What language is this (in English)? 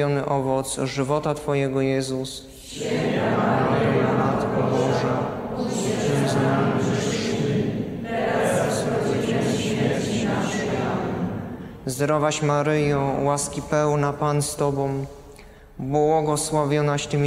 Polish